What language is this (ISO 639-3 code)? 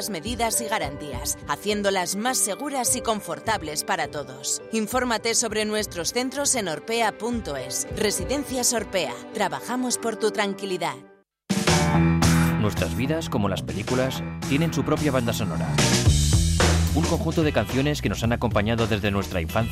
spa